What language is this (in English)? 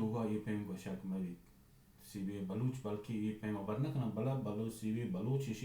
Baluchi